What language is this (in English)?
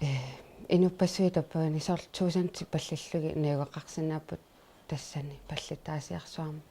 Kalaallisut